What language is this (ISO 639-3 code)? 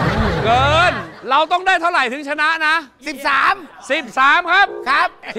tha